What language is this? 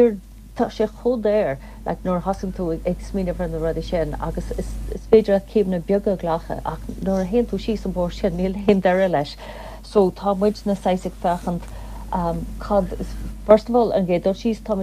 Irish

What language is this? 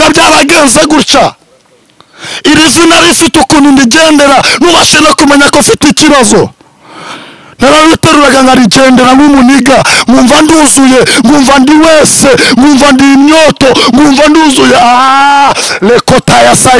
Kinyarwanda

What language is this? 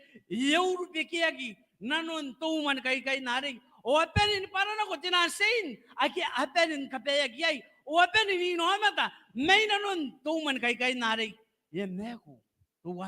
Gilbertese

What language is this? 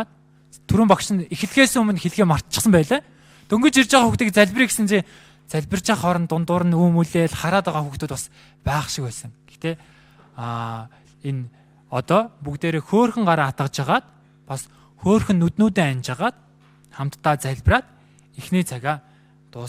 Mongolian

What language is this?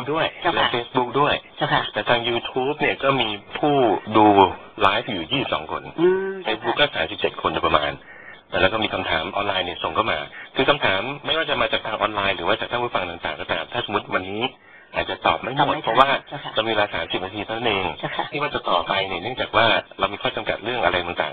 Thai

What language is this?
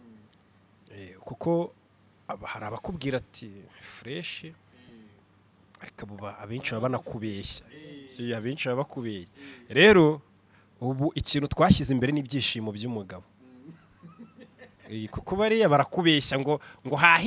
Kinyarwanda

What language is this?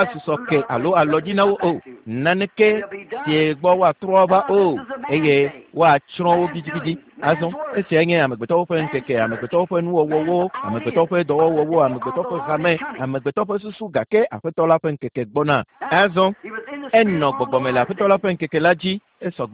Ewe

